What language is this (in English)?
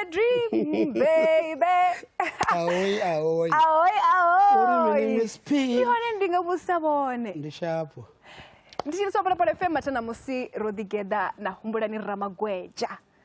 Venda